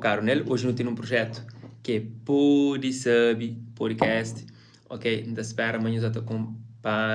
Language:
Kabuverdianu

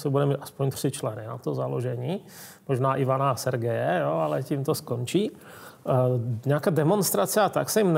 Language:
Czech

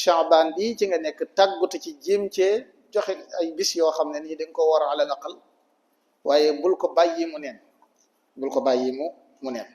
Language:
Wolof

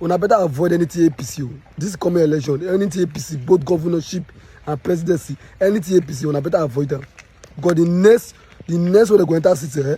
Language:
Nigerian Pidgin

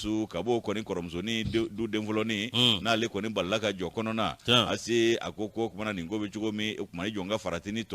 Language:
Bambara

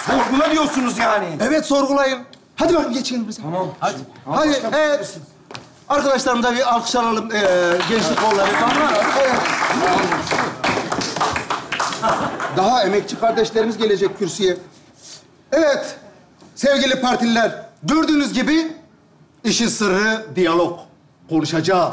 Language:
Turkish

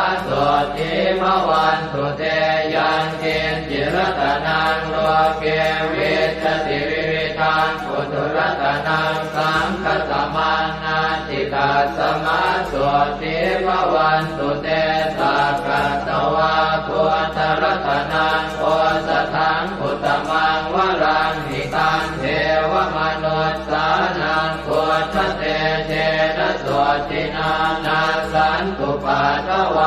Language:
Pali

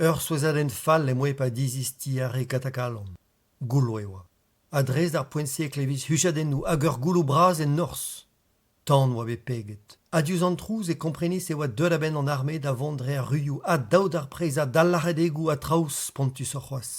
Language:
Breton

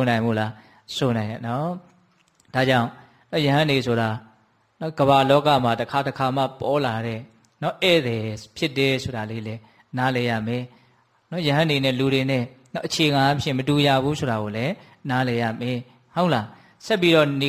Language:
Burmese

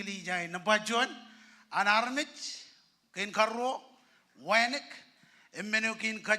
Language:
Marshallese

